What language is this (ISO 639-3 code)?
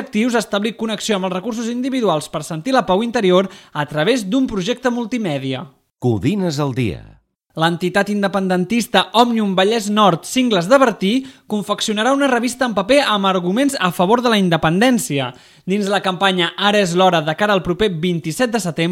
cat